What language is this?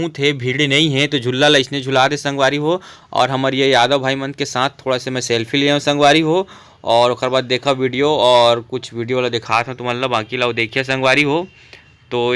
Chhattisgarhi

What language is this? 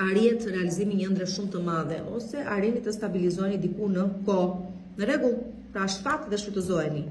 Albanian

